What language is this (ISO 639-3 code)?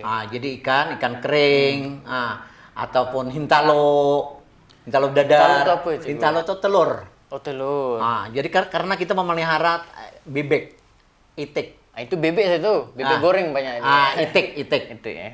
bjn